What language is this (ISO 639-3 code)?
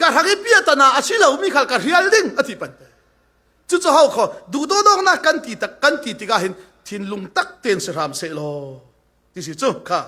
cfm